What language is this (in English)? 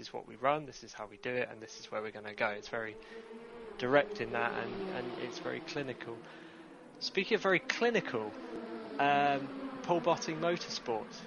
English